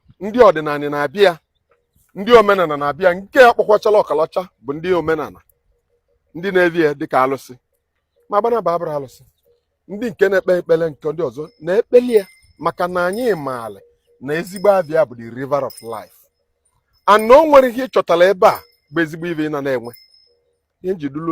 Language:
Igbo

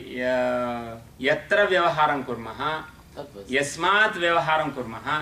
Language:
Sanskrit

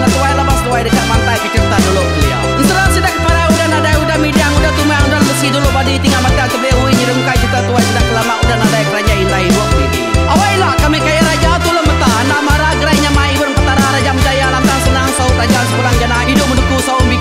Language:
Iban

